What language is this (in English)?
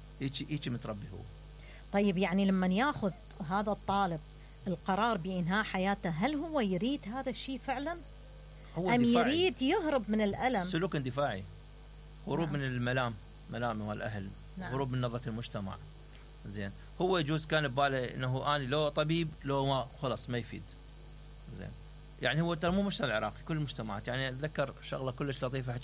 Mesopotamian Arabic